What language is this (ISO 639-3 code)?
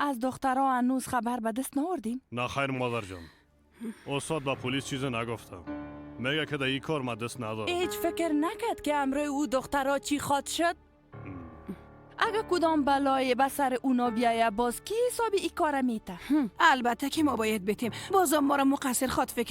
fas